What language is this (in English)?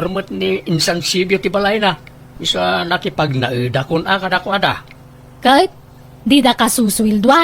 Iloko